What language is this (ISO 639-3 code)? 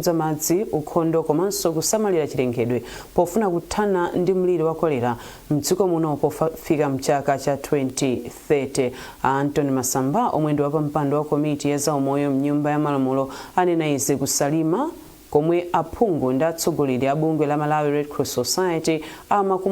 nya